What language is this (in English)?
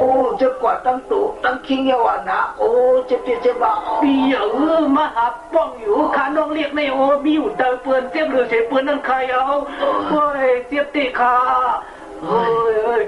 Shan